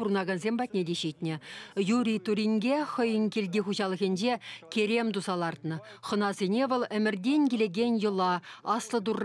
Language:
Chuvash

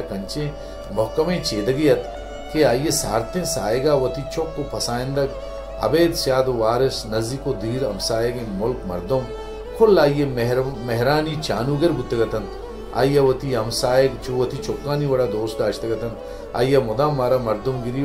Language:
Baluchi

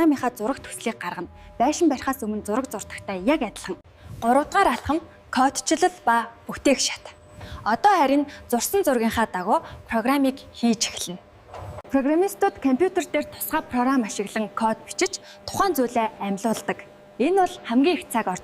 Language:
Mongolian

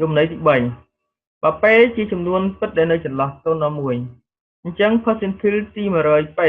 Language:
Khmer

